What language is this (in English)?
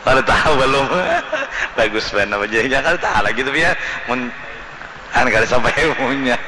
Banjar